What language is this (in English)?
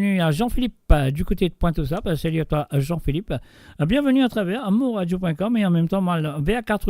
Morisyen